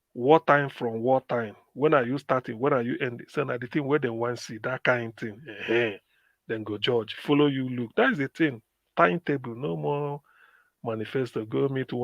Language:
Nigerian Pidgin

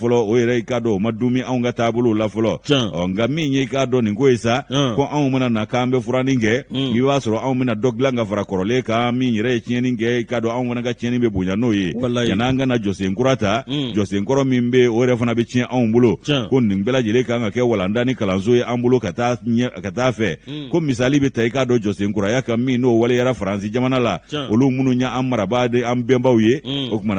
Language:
Bambara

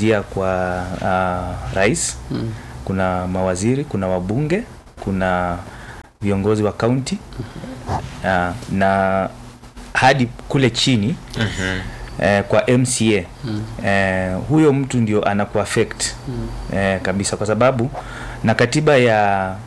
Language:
Swahili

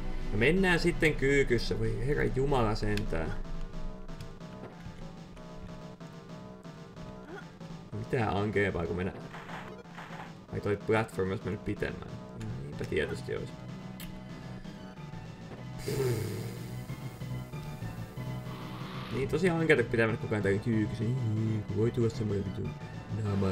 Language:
Finnish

